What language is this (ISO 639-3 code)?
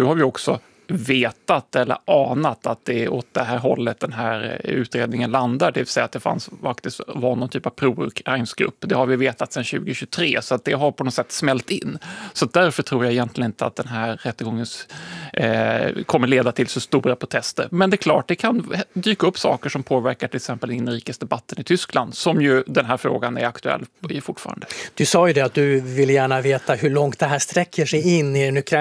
swe